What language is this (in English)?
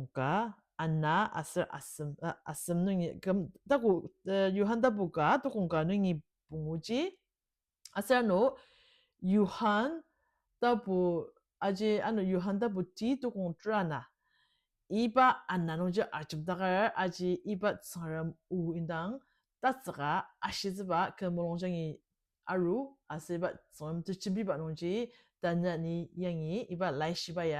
Ao Naga